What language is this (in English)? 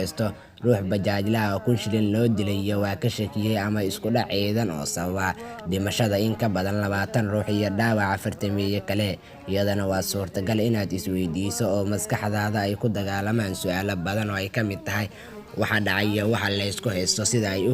Somali